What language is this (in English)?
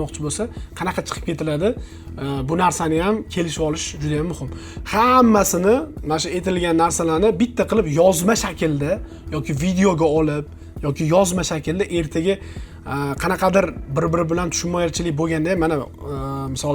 Uzbek